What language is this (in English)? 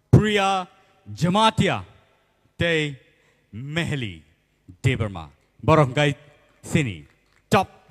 Kok Borok